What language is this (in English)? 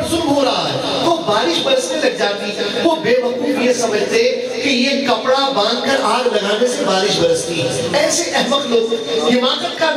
Urdu